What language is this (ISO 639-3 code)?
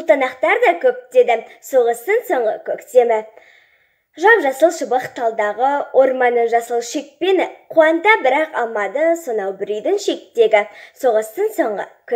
kaz